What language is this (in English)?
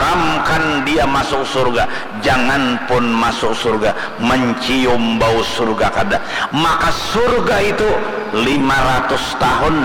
Banjar